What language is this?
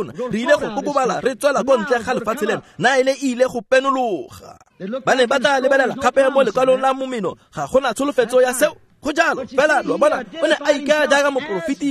Tswana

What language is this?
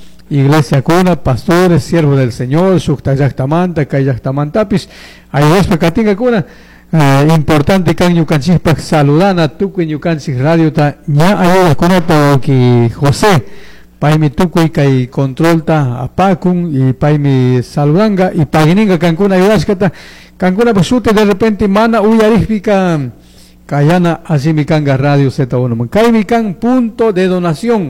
Chimborazo Highland Quichua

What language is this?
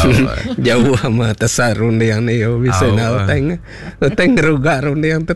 Iban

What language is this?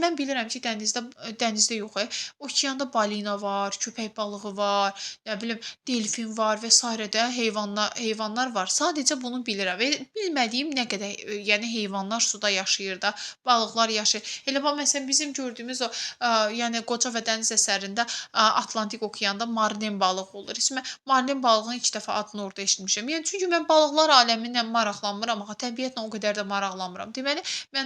Azerbaijani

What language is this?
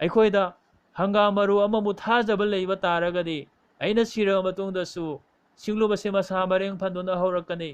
Manipuri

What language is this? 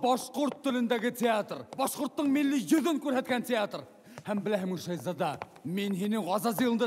Bashkir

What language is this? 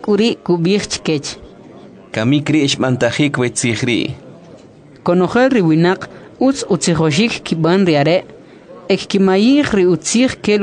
Kʼicheʼ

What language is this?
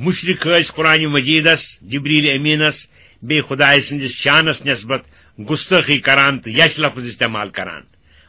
Kashmiri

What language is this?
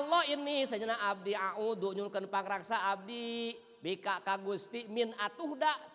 Sundanese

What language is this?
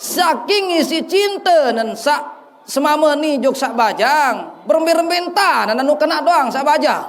Sasak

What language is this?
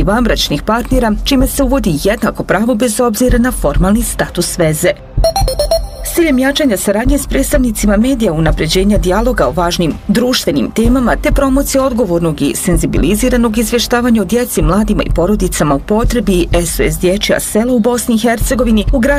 Bosnian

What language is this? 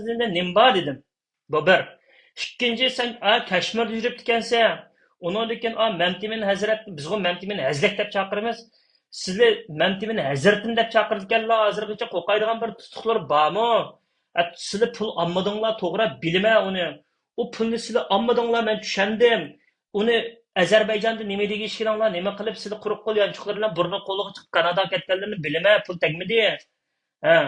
Uyghur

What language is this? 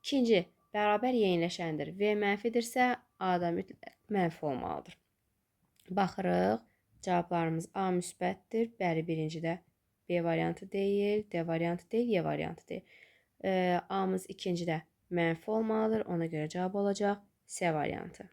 Azerbaijani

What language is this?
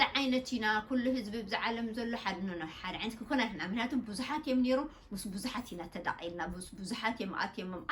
Tigrinya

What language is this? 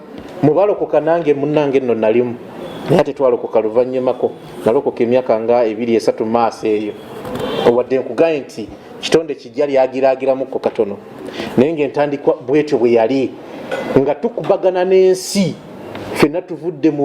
Ganda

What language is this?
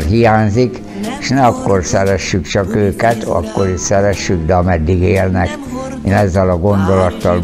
Hungarian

